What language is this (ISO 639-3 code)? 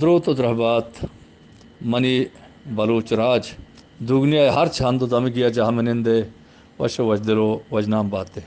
bgp